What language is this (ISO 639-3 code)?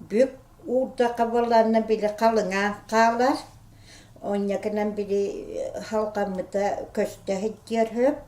sah